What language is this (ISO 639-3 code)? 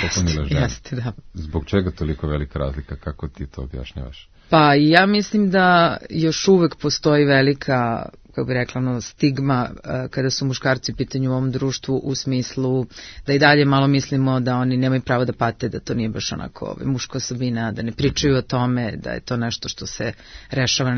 srp